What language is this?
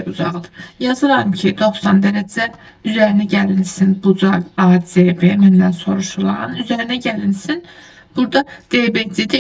Azerbaijani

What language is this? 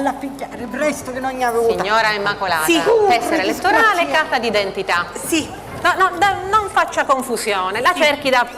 Sicilian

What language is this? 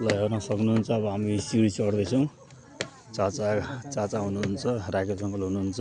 Nepali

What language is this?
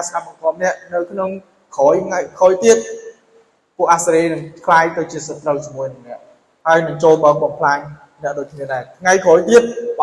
Khmer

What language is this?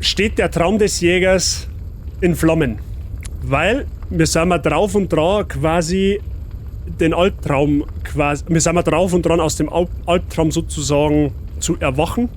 Bavarian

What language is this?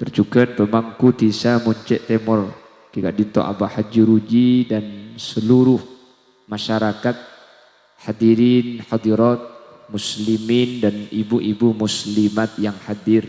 Madurese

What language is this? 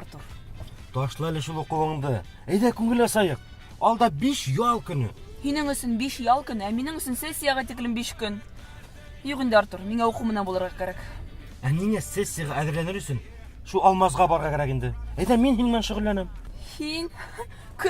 Bashkir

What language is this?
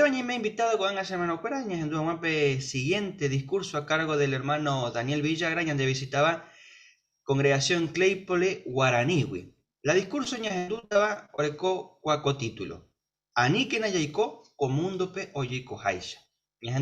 Guarani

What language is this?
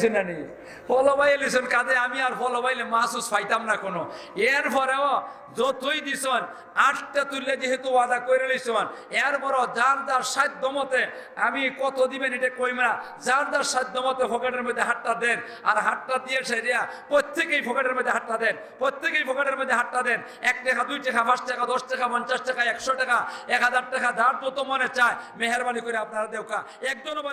Sylheti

